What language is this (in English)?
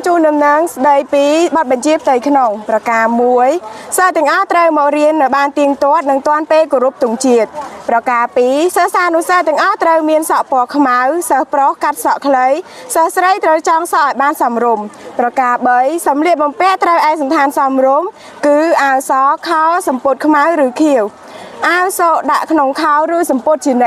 Khmer